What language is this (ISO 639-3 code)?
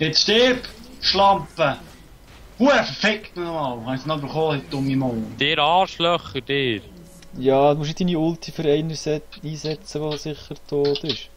gsw